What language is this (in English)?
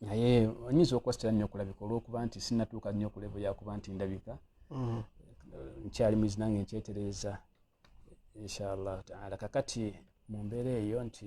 Ganda